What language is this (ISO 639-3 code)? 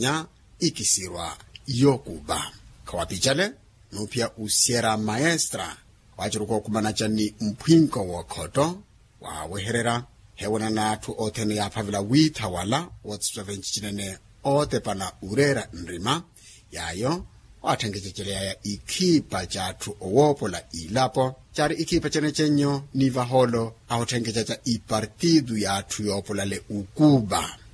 vmw